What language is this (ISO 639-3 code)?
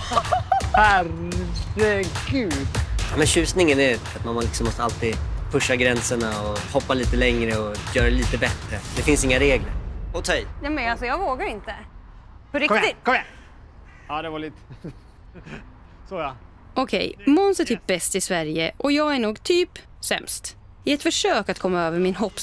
swe